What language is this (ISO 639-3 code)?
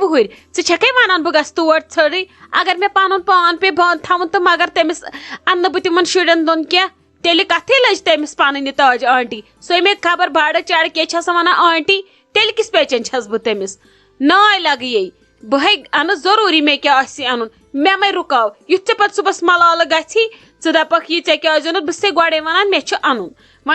kas